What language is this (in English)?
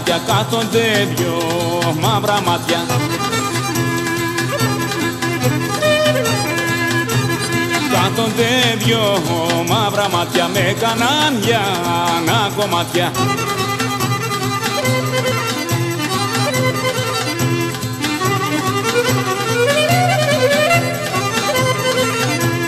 Greek